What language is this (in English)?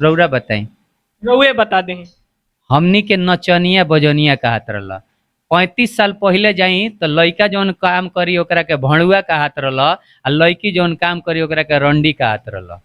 Bhojpuri